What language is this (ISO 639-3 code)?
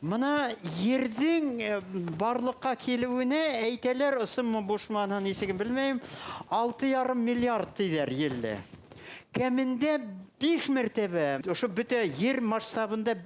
bak